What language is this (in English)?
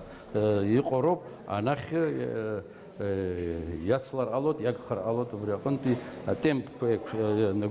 Abkhazian